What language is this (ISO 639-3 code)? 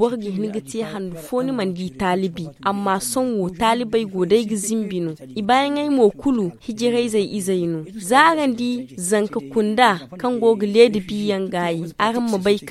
dje